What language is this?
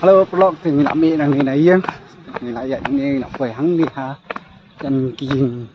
Khasi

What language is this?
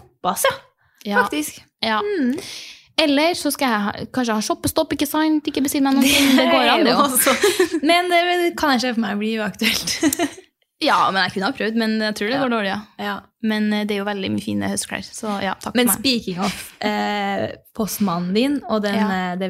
Norwegian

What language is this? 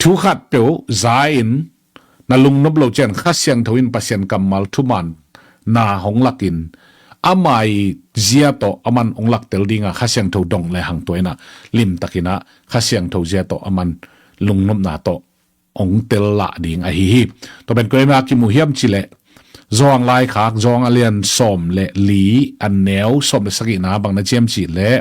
Tedim Chin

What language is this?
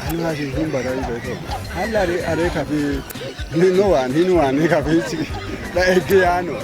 Kafa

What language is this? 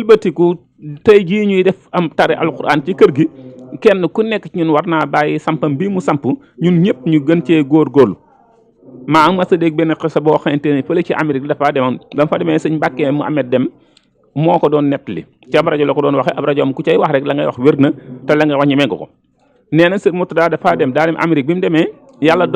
Wolof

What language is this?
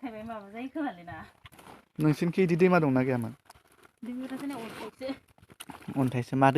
Bodo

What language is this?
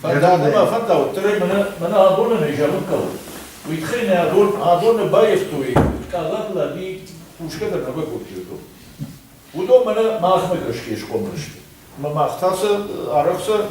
Ossetic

